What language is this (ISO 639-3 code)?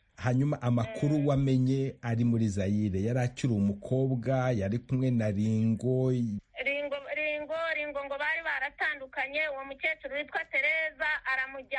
kin